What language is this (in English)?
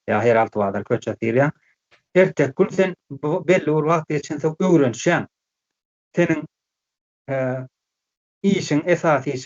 Turkmen